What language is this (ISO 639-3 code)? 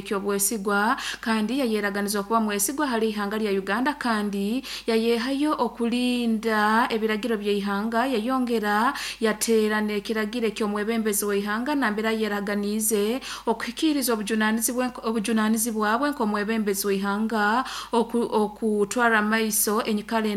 nyo